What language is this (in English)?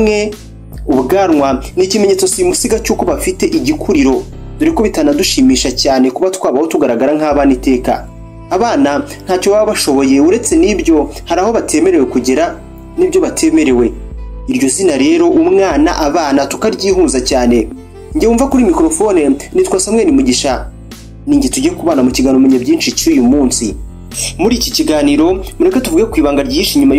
Kinyarwanda